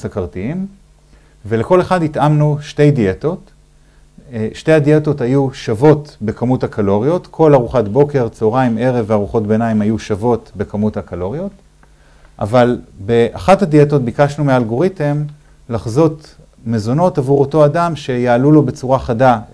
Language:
Hebrew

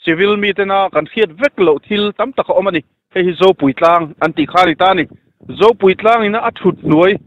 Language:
Mizo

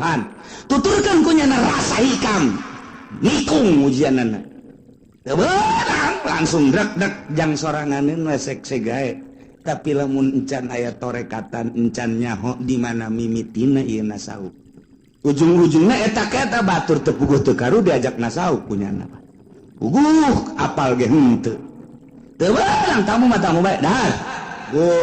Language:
Sundanese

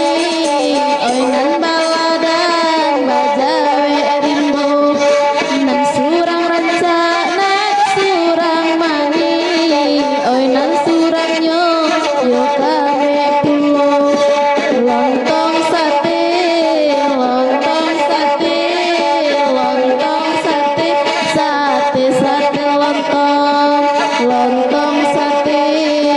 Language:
Minangkabau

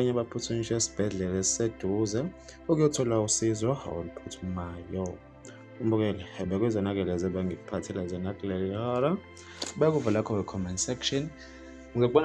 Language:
Zulu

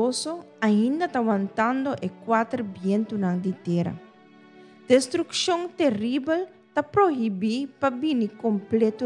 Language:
Papiamento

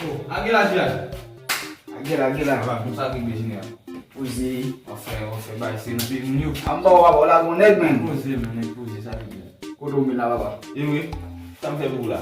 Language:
Haitian Creole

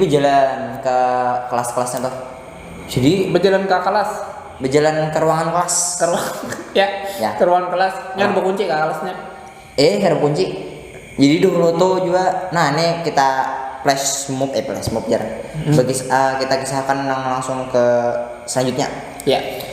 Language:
Banjar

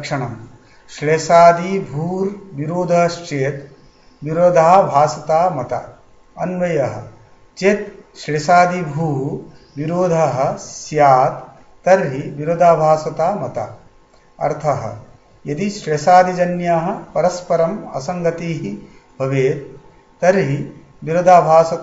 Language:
Sanskrit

